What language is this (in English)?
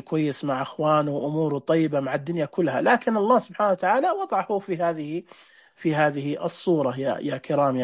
Najdi Arabic